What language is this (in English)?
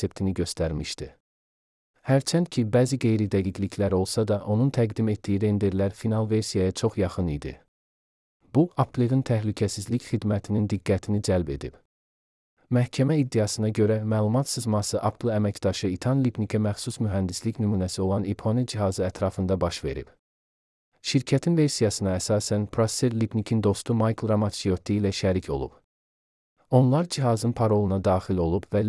Azerbaijani